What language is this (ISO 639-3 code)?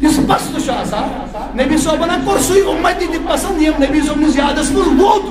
kas